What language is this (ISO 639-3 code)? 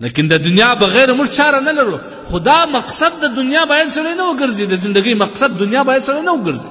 pus